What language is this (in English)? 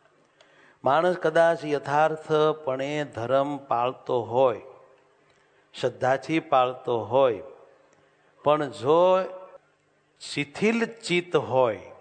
Gujarati